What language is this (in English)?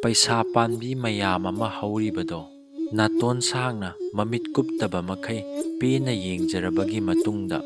Manipuri